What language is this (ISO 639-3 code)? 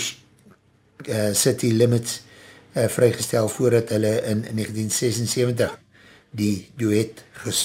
afr